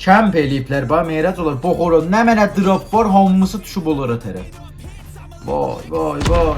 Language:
South Azerbaijani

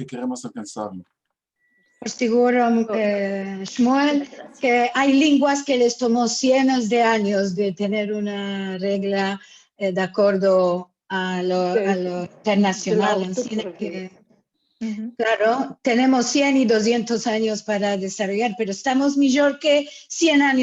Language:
Ladino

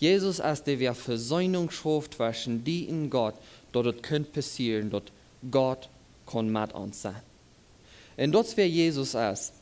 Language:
Plautdietsch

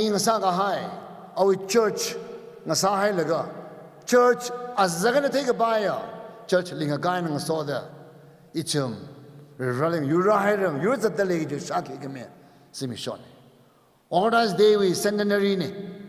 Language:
Tangkhul Naga (India)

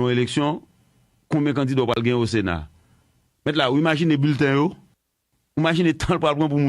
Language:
Haitian Creole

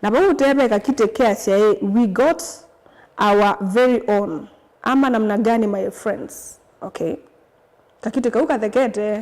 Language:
Kamba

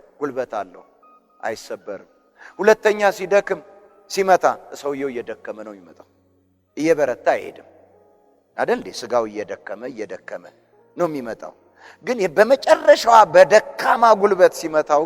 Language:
Amharic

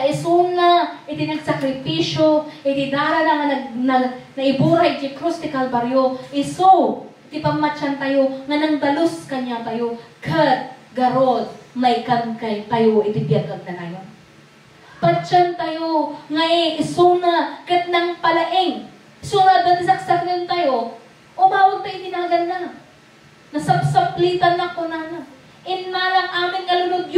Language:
Iloko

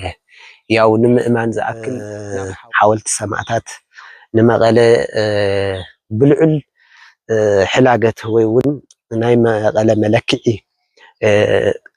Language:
Tigrinya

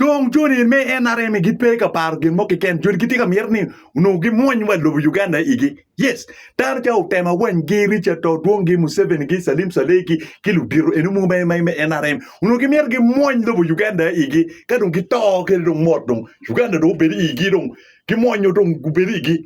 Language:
Acoli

